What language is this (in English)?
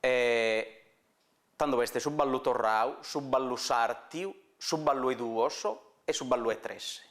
Sardinian